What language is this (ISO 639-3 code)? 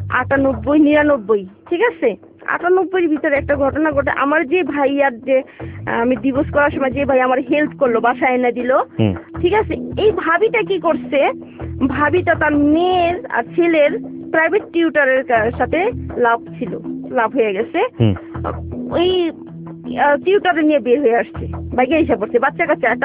ben